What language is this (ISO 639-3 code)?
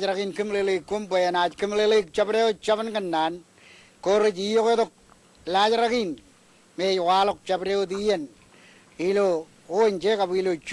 mah